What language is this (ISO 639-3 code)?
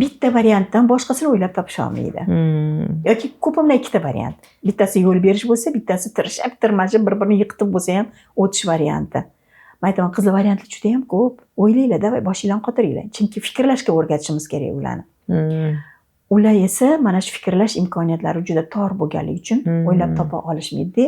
uzb